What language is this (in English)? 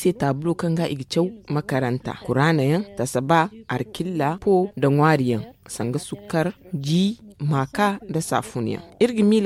Zarma